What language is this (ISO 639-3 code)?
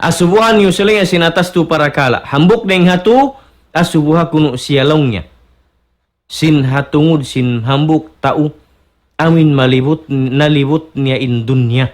tsg